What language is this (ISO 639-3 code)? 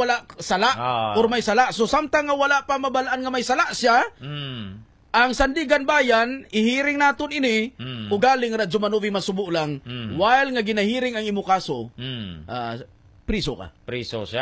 hil